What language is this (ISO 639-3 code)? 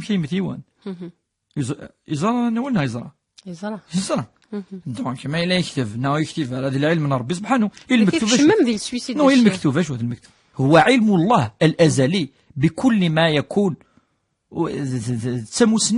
kab